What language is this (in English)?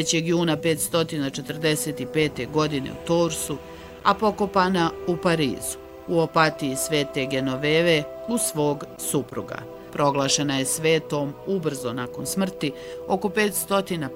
Bosnian